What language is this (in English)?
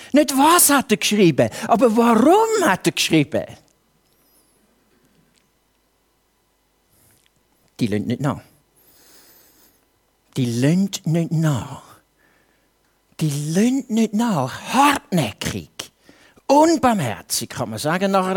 German